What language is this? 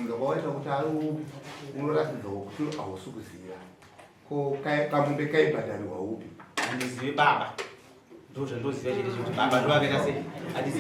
Shona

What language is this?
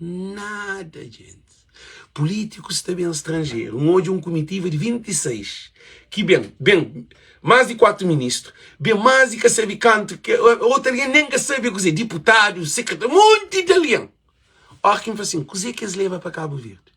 Kabuverdianu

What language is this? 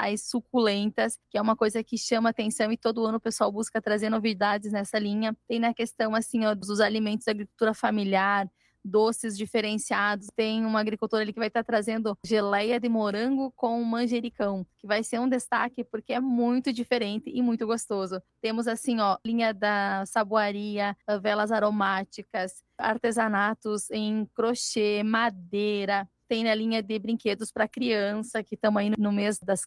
Portuguese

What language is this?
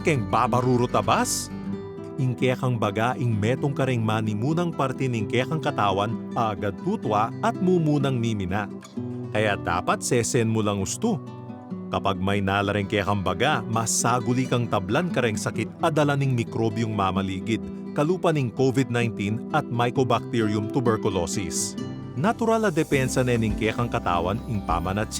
Pampanga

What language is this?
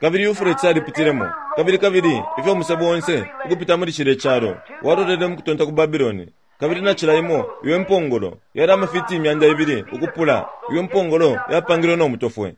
Bemba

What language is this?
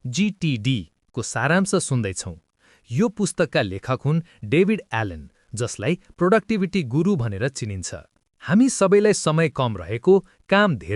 Nepali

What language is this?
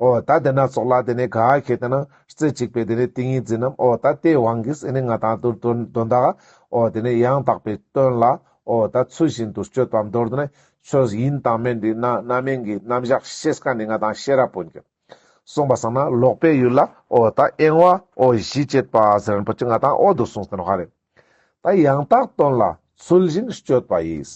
Ladakhi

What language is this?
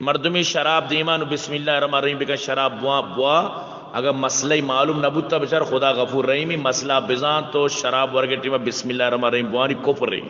Baluchi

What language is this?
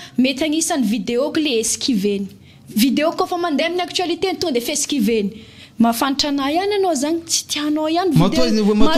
Malagasy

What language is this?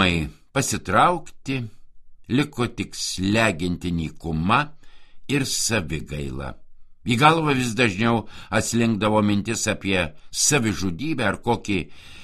Lithuanian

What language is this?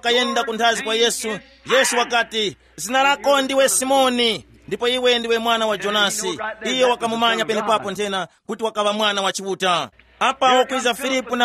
Tumbuka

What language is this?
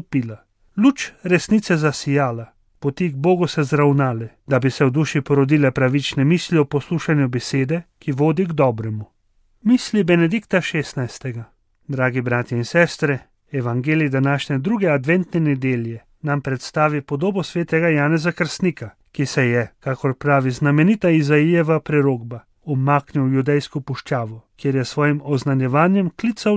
Slovenian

